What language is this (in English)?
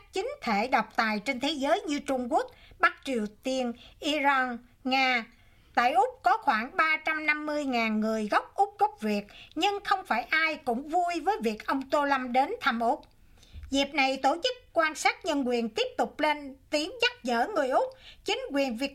Vietnamese